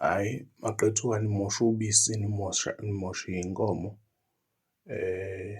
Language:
Zulu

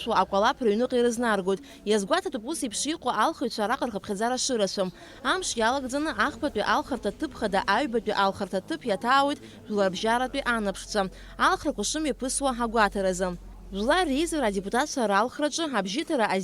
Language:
Abkhazian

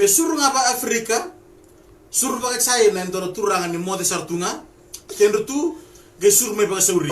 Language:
Fijian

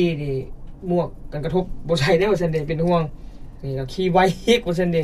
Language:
Lao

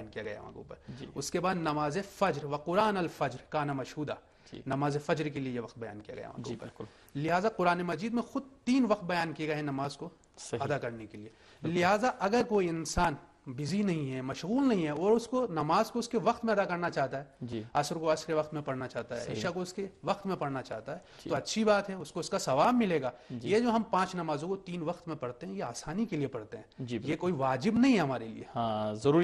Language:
Urdu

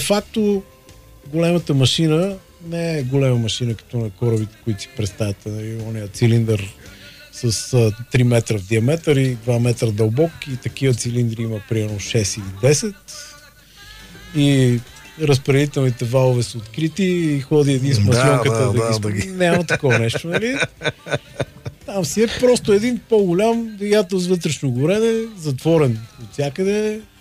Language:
Bulgarian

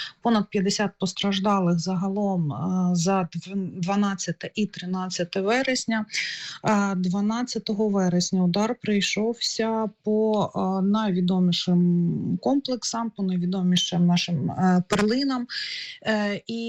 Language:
Ukrainian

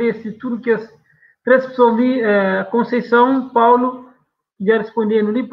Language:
Kabuverdianu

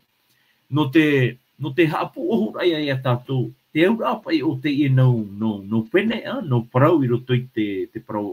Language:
Tahitian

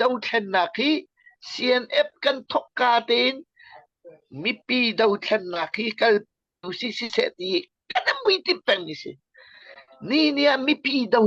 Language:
Hakha Chin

